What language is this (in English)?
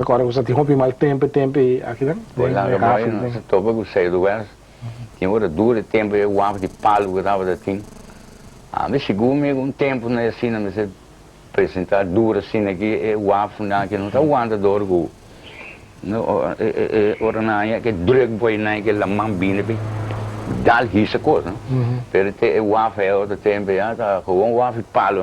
Papiamento